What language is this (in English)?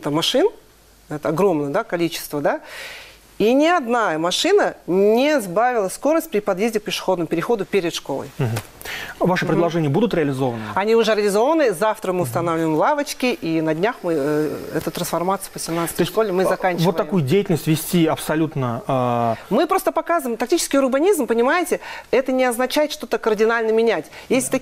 Russian